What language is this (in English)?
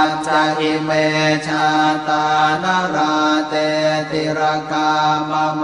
Pali